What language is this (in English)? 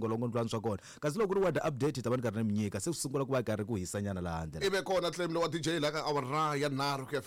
Tsonga